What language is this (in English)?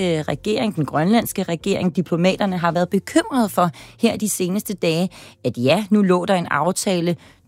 Danish